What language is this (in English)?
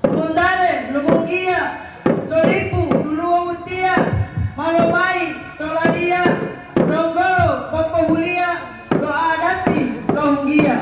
Gorontalo